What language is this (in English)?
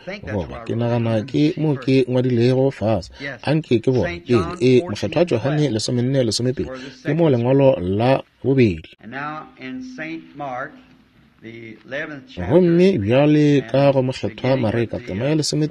Northern Sotho